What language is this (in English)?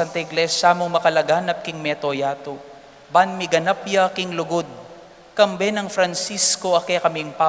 Pampanga